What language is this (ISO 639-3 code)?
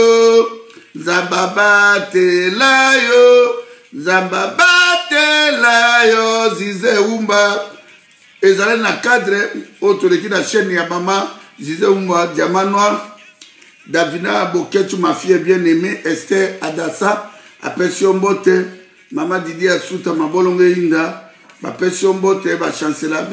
lin